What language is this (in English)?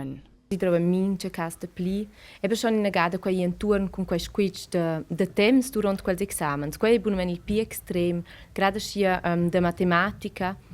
Romansh